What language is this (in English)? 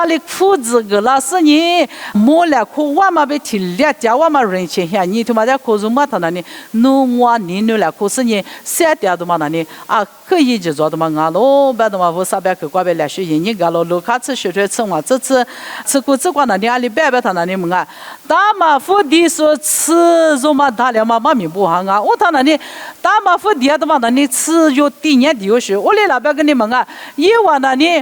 Lisu